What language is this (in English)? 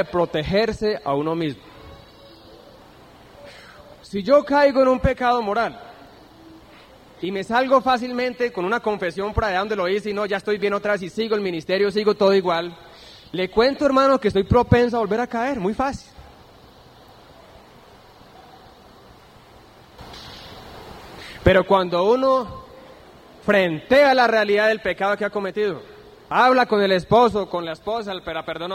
Spanish